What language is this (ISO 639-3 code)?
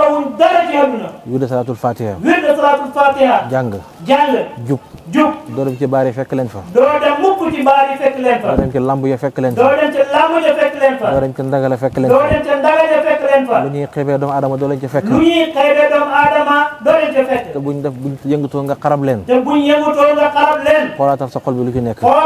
wol